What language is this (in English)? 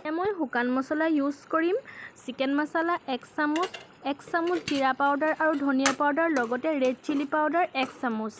Assamese